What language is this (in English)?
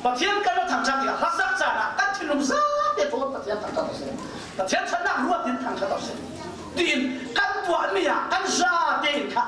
Falam Chin